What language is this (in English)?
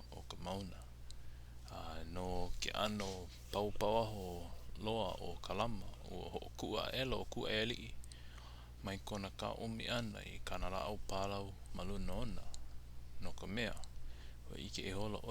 Hawaiian